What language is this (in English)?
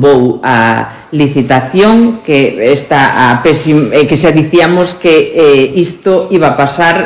Galician